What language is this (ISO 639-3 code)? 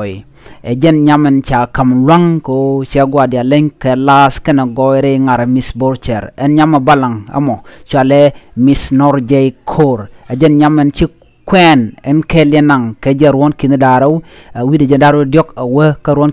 nus